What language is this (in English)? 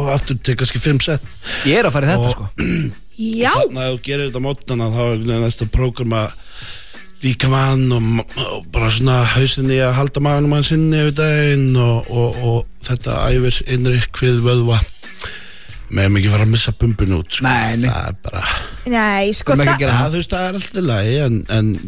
Icelandic